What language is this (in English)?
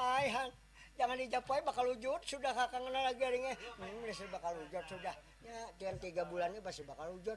Banjar